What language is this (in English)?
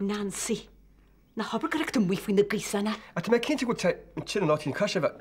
Irish